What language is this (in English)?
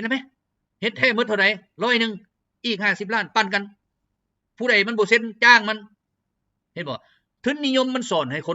Lao